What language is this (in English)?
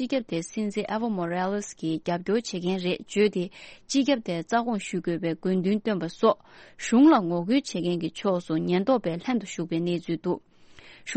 Tibetan